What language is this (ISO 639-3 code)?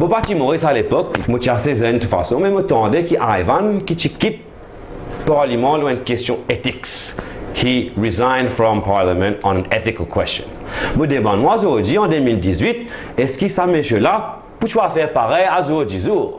mfe